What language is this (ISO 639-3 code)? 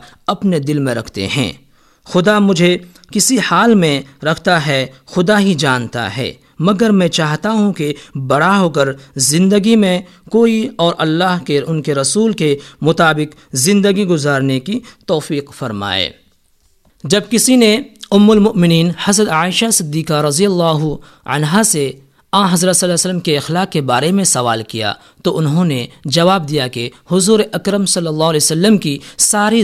urd